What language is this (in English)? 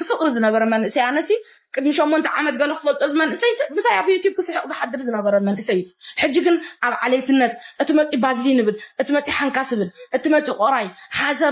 Tigrinya